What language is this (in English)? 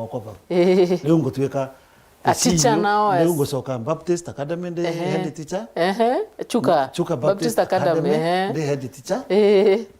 Meru